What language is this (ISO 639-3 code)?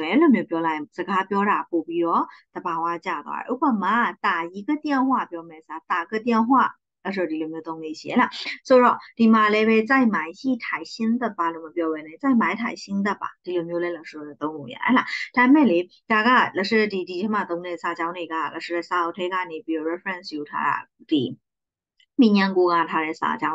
mya